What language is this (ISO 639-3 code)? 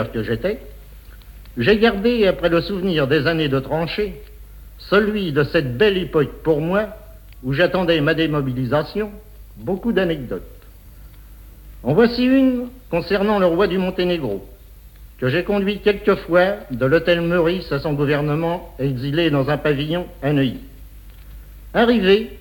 fra